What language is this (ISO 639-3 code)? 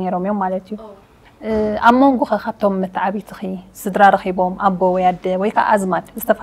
tir